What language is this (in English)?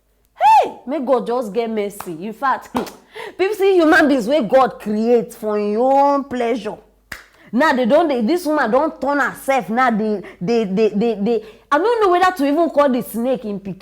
Nigerian Pidgin